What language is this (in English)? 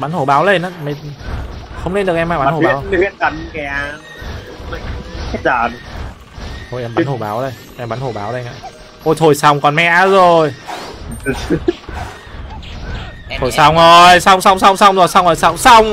Vietnamese